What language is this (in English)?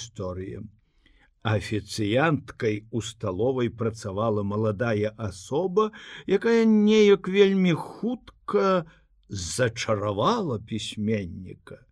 Belarusian